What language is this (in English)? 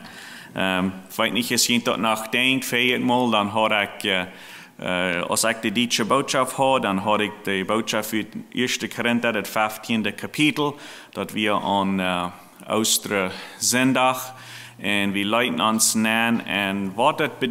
Plautdietsch